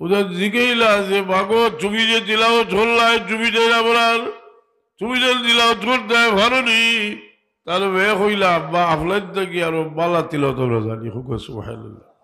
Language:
Sylheti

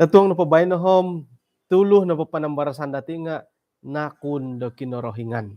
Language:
Central Dusun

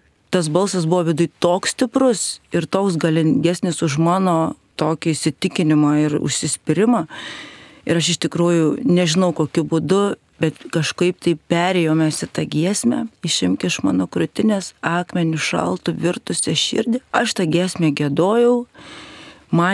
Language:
Lithuanian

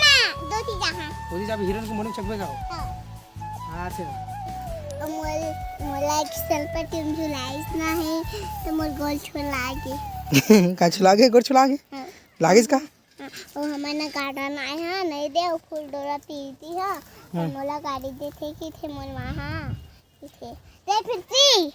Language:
Chhattisgarhi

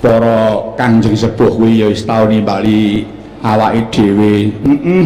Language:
Javanese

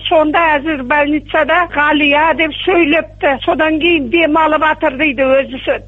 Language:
Kazakh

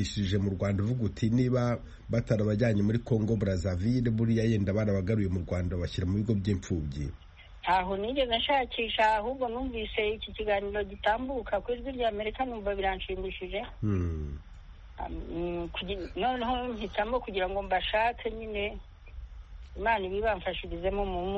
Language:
Kinyarwanda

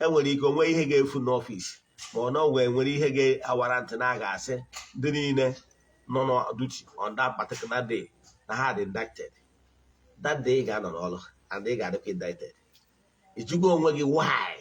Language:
Igbo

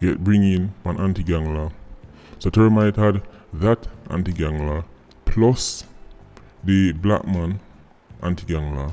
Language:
Jamaican Creole English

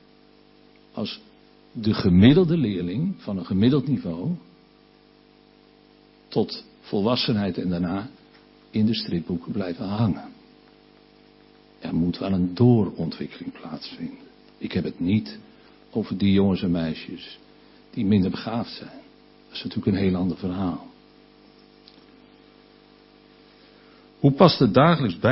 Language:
Dutch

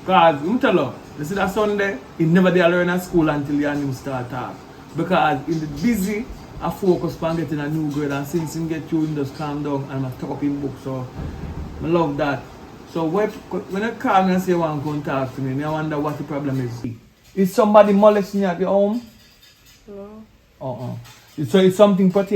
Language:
Jamaican Creole English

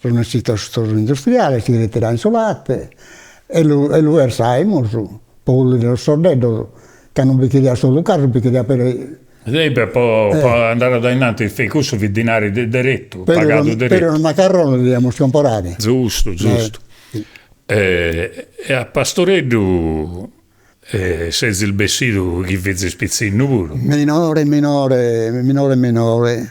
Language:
Sardinian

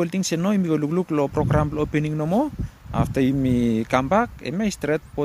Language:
Bislama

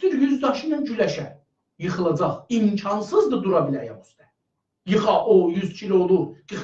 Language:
South Azerbaijani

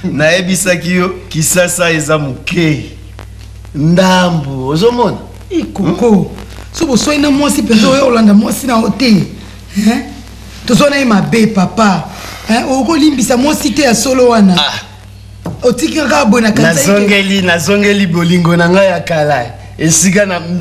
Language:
Lingala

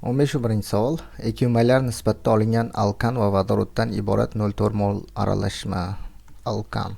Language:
Uzbek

